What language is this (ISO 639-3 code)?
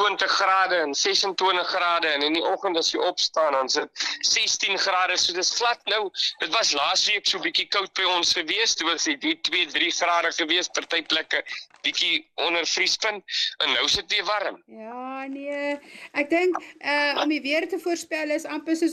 afr